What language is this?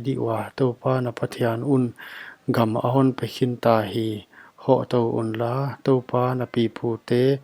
Paite Chin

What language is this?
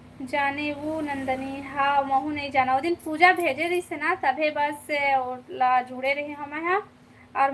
Chhattisgarhi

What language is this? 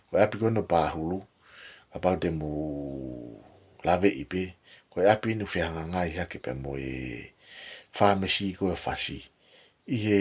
Tongan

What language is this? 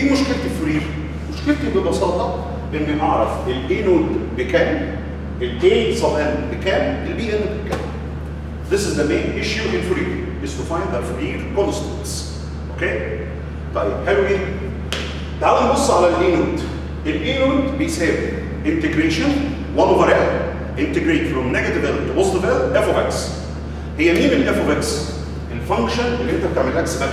Egyptian Arabic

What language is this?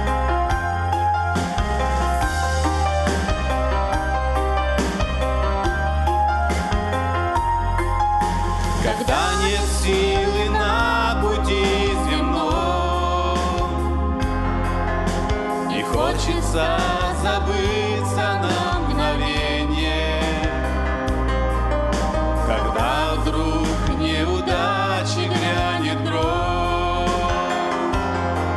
Russian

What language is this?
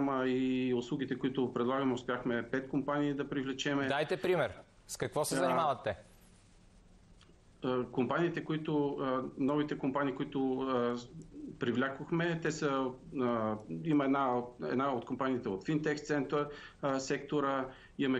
Bulgarian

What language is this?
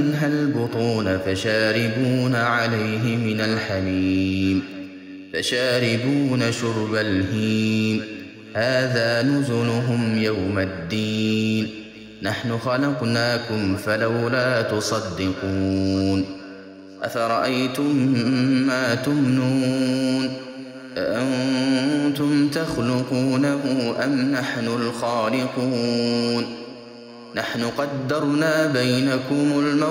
Arabic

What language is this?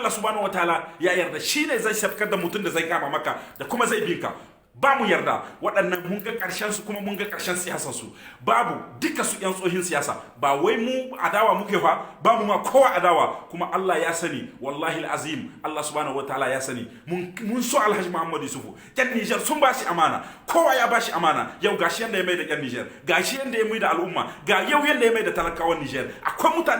Hausa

